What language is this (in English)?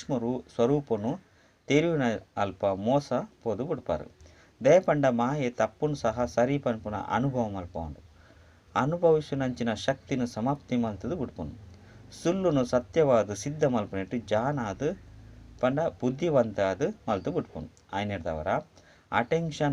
Tulu